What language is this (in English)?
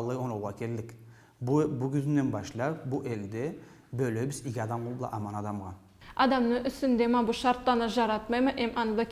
Karachay-Balkar